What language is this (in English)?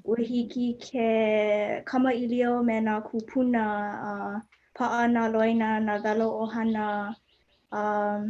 Hawaiian